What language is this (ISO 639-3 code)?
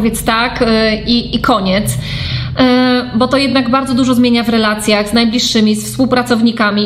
pol